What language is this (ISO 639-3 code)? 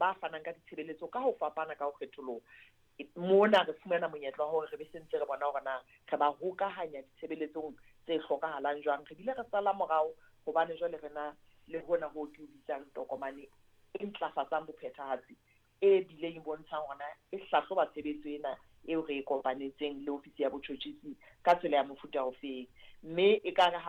sot